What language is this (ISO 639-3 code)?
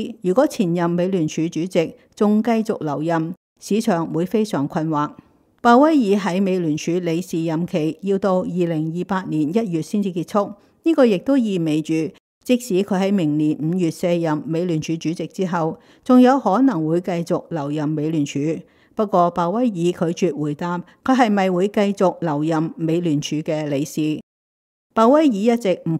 yue